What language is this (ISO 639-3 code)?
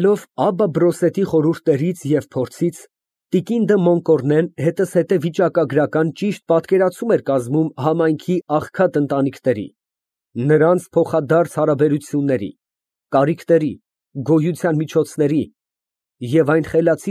hye